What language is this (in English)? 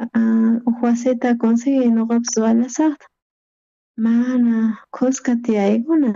South Bolivian Quechua